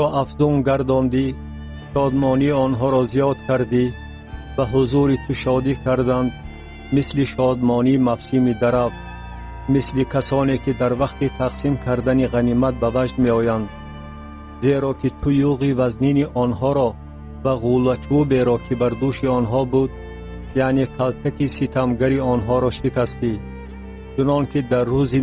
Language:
Tajik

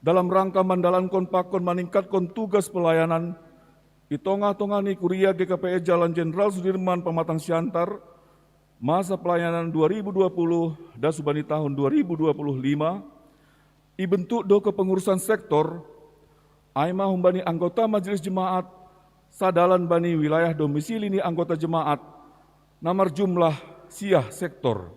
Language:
Batak Simalungun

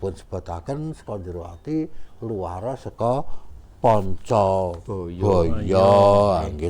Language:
Javanese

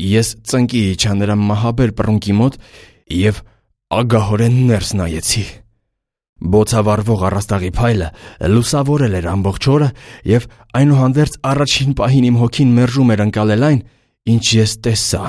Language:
Armenian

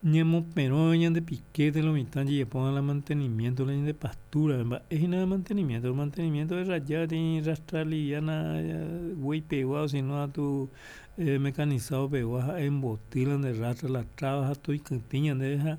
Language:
Guarani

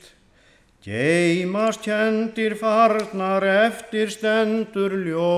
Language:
Icelandic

